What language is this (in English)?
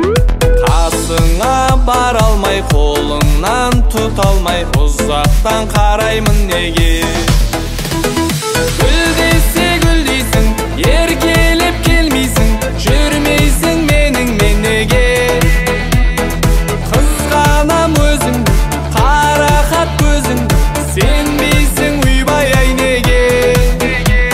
Kazakh